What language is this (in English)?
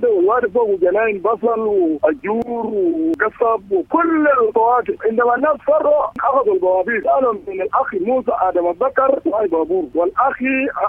Sudanese Arabic